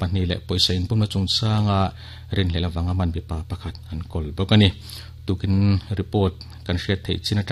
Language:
Mizo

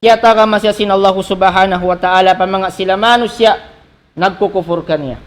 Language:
Tausug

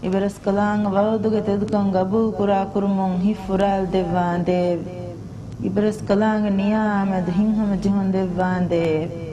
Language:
Divehi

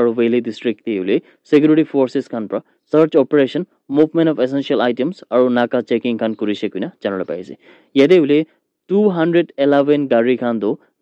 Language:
Naga Pidgin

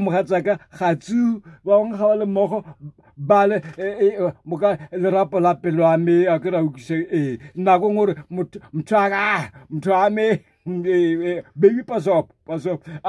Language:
Tswana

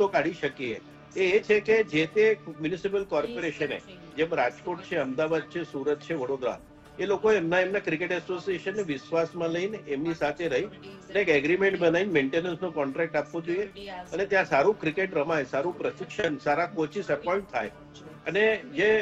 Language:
Gujarati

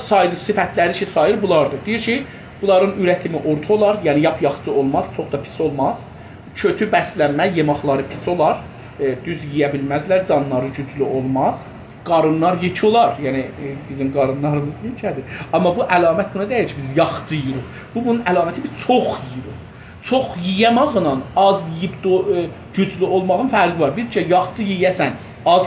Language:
South Azerbaijani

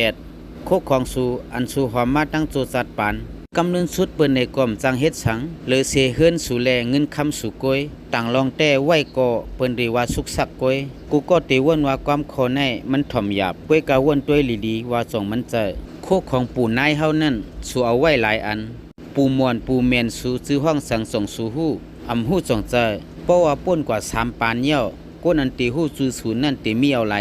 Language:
Shan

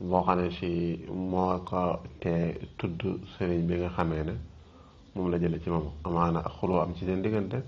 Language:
Wolof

